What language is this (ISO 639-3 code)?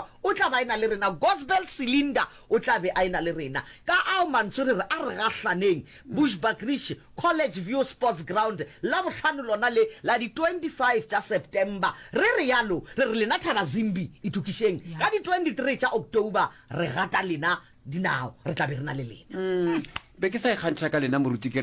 nso